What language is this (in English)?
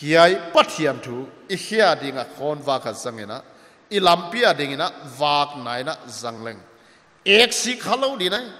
Paite Chin